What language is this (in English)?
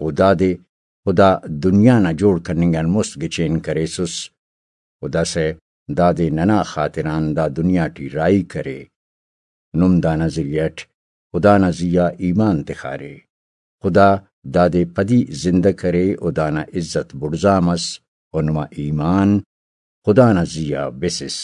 Brahui